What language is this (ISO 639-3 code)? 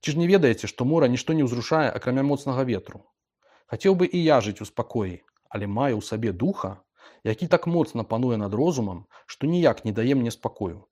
bel